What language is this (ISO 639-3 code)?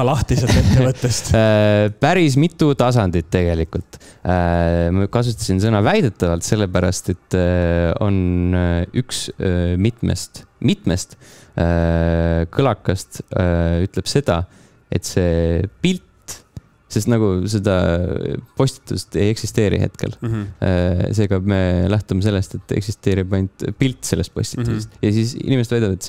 est